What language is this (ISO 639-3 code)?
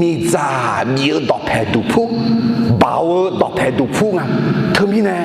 ahk